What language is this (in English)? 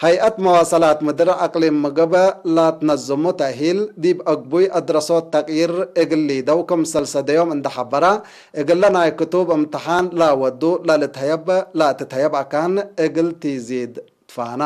Tigre